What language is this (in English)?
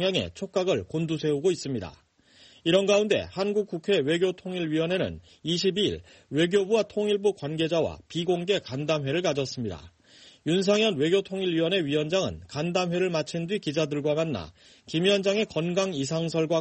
Korean